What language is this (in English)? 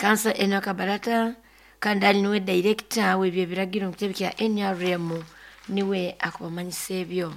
Nyoro